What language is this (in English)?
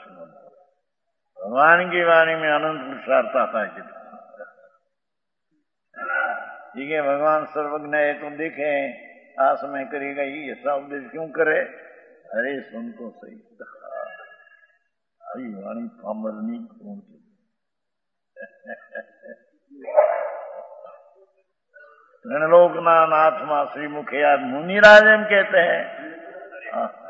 Hindi